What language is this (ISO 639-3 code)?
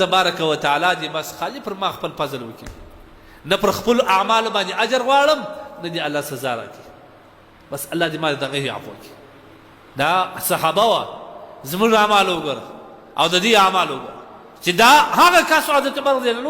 pus